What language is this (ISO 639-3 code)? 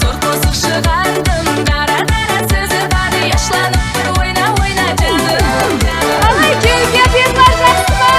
kaa